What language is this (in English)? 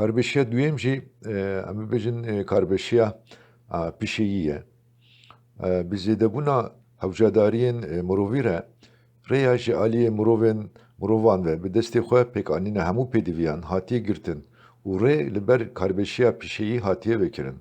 Kurdish